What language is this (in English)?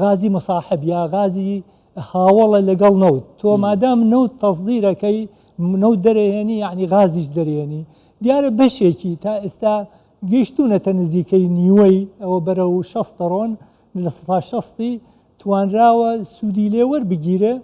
Central Kurdish